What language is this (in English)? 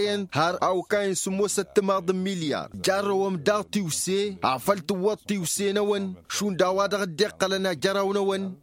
Tamasheq